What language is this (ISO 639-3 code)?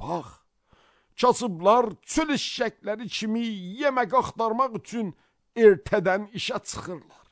aze